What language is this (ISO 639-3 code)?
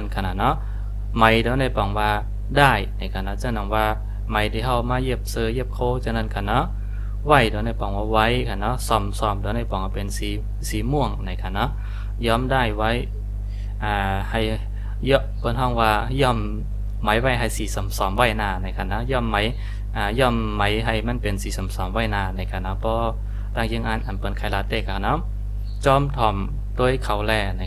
shn